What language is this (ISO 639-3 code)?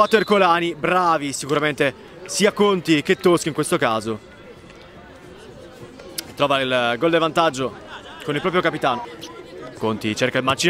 ita